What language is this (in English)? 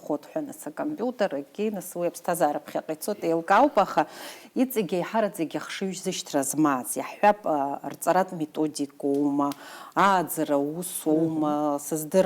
Abkhazian